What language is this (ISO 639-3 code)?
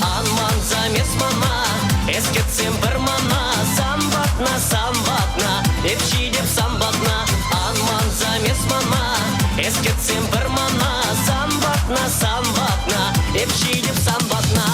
chv